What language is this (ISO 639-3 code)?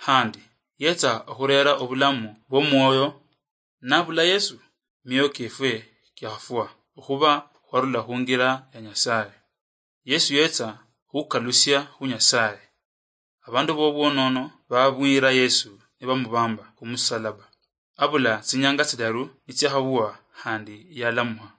luy